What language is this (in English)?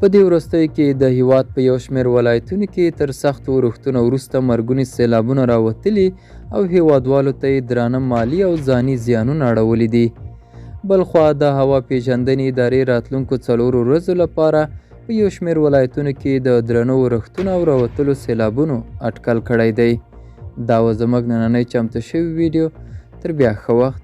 Pashto